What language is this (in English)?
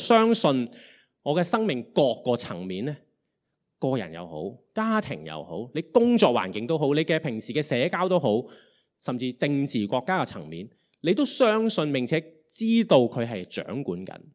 Cantonese